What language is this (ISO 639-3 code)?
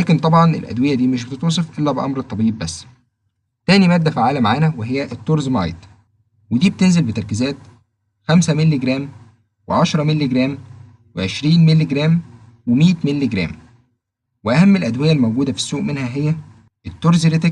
arz